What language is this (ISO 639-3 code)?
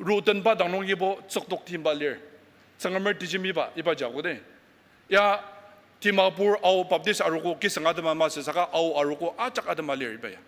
njo